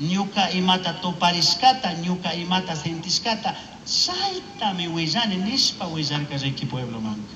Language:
Chimborazo Highland Quichua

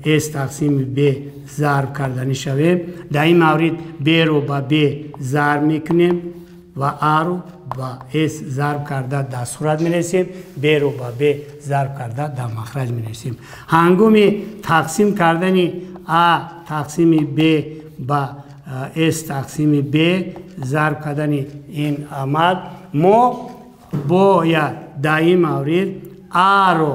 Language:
Tajik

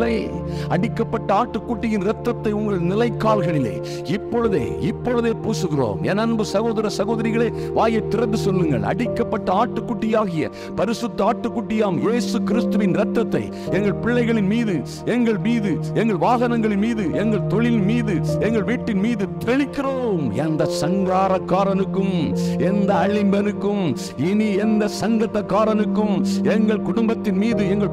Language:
Tamil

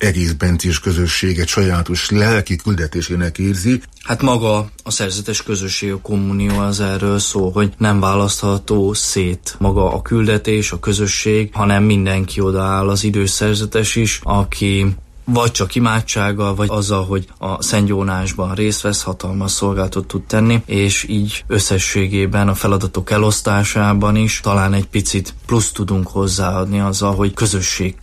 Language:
Hungarian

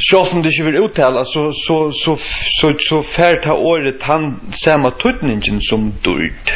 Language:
Faroese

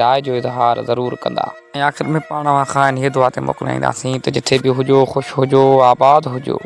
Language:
Sindhi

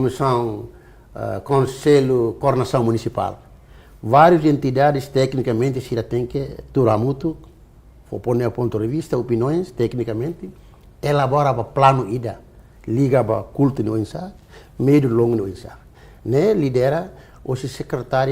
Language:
Tetum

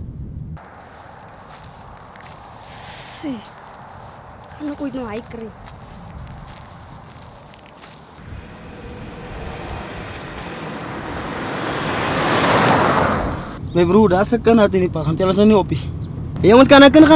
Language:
Afrikaans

